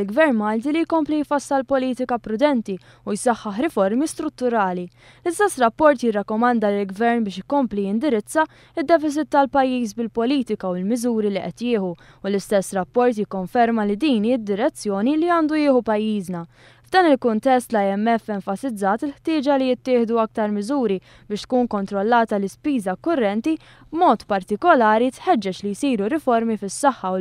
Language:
Maltese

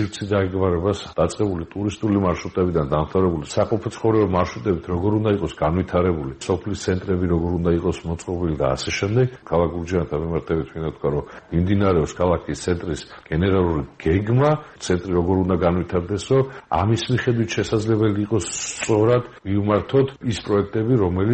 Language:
Georgian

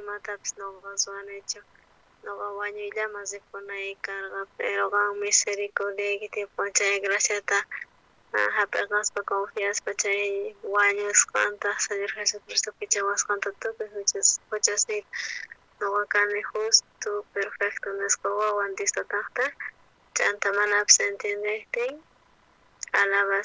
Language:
South Bolivian Quechua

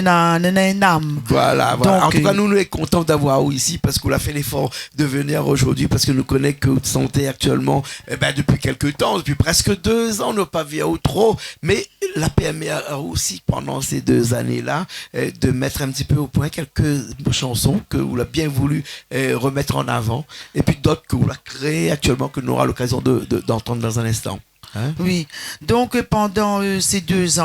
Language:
Réunion Creole French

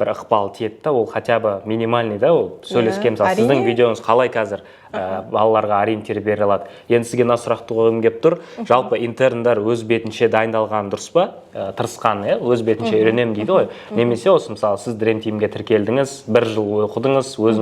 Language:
Kazakh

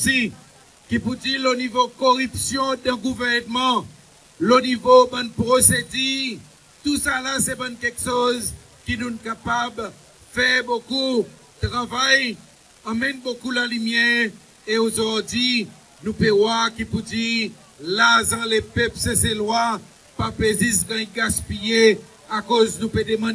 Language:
Seselwa Creole French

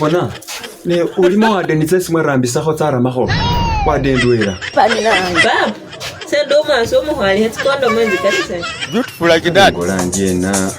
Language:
Masaaba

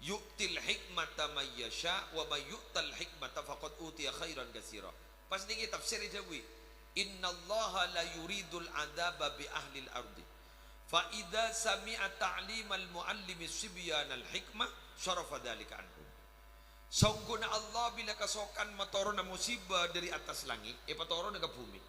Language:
Madurese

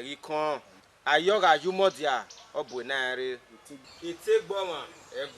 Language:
Bini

